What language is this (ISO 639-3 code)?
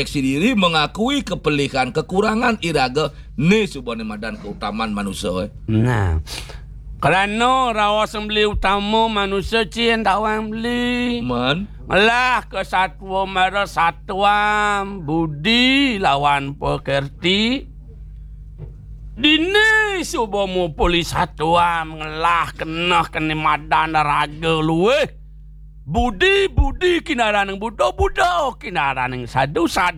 ban